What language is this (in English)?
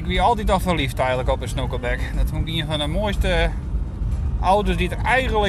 Western Frisian